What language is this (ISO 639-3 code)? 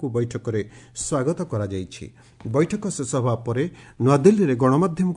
ori